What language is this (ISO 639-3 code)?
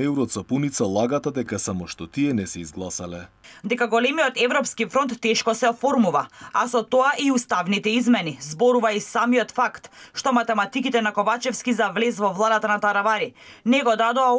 mkd